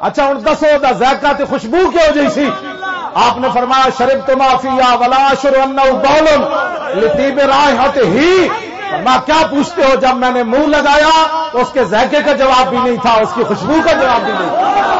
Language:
Western Panjabi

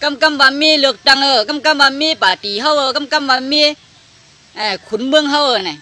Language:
Shan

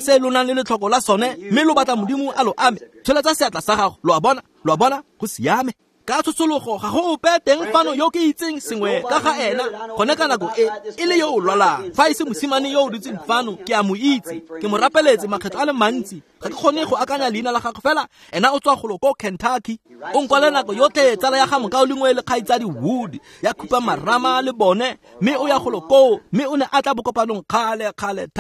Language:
Tswana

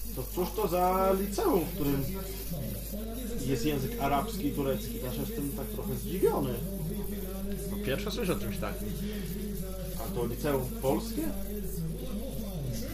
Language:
Polish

